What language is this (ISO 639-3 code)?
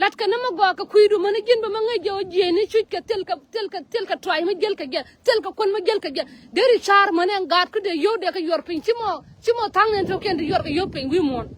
nus